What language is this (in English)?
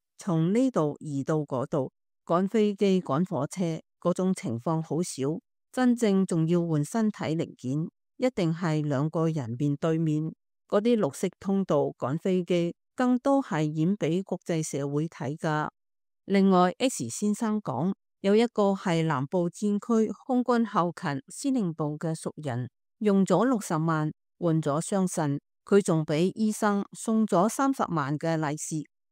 Cantonese